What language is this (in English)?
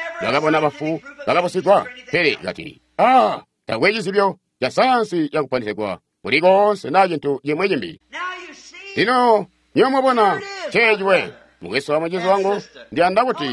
Tonga (Zambia)